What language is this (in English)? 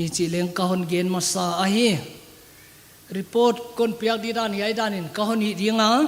Paite Chin